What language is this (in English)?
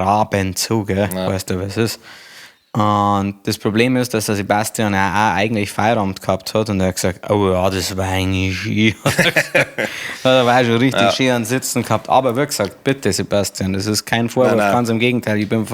Bavarian